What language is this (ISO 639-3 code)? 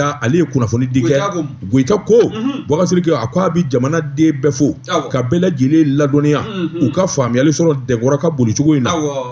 bam